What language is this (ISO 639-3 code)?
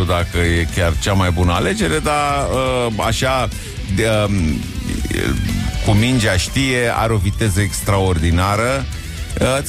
ron